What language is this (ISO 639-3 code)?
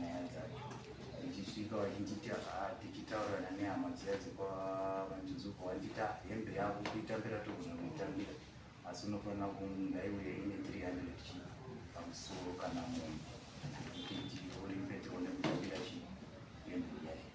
sna